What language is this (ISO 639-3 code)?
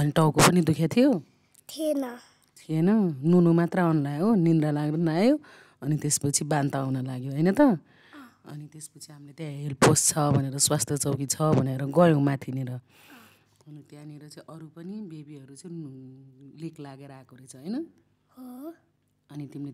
nep